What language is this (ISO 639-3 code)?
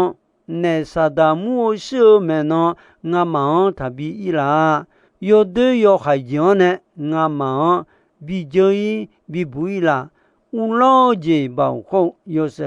ahk